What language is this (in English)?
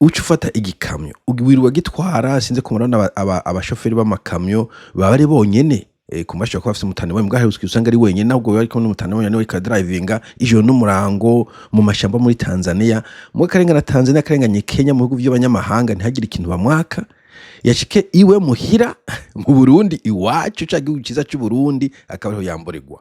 Rundi